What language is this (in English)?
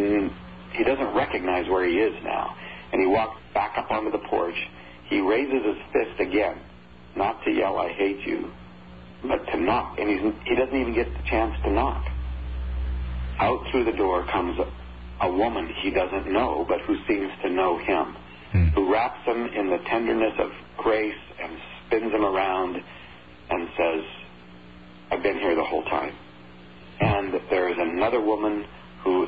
English